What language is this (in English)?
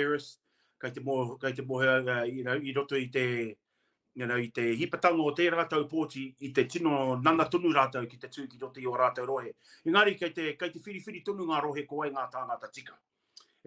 Māori